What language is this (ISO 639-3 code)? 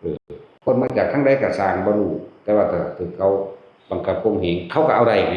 lao